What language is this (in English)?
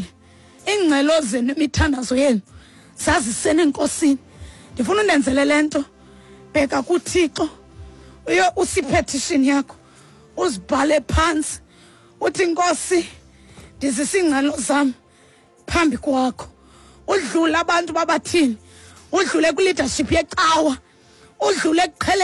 Xhosa